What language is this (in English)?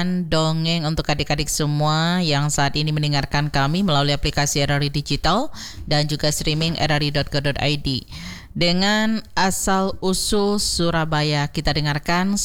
Indonesian